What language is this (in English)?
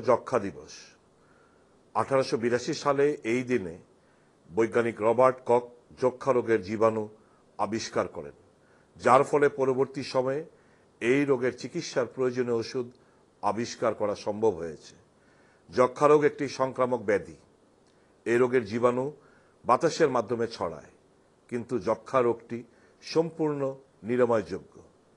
Bangla